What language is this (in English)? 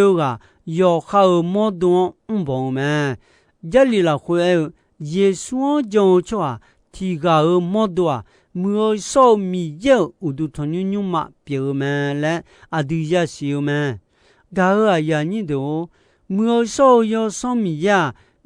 Akha